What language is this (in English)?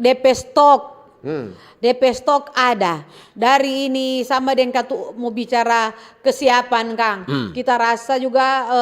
Manado Malay